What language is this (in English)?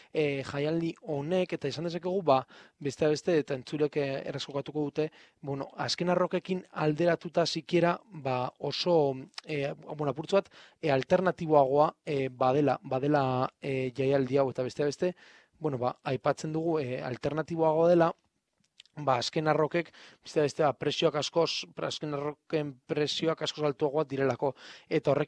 Basque